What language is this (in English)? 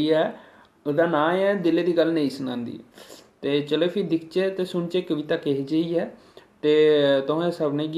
Dogri